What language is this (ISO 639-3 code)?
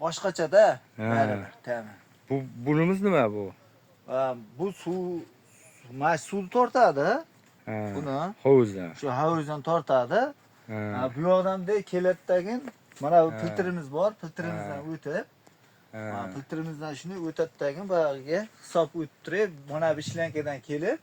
uzb